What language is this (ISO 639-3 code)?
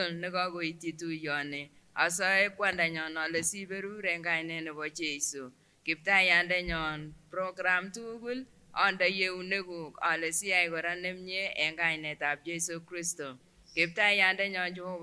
sgc